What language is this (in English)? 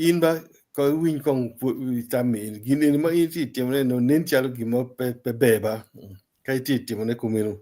Acoli